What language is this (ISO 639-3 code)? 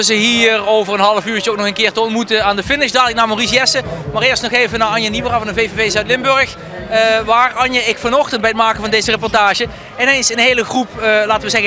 nld